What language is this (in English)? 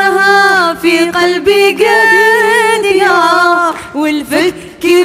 Algerian Arabic